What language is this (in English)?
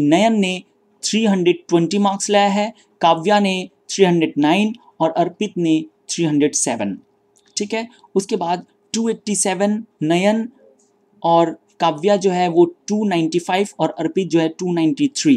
Hindi